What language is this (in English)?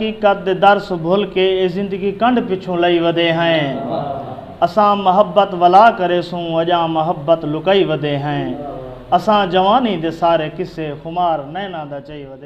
Saraiki